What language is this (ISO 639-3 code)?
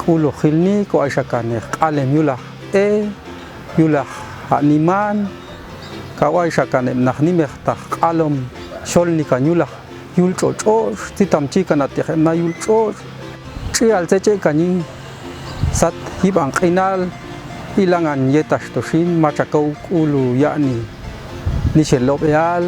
jac